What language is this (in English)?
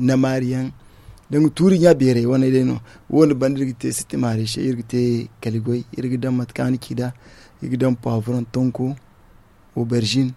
Zarma